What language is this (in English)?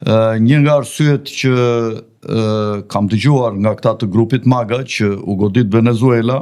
Albanian